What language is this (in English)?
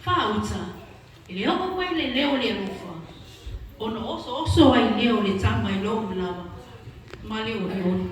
Samoan